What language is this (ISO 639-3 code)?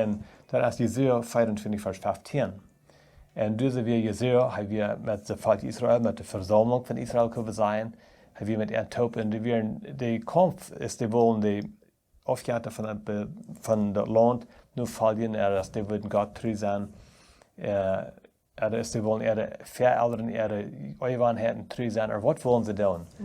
pdt